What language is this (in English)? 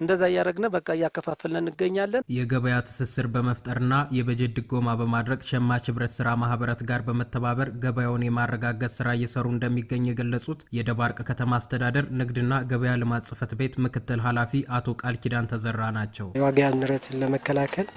Amharic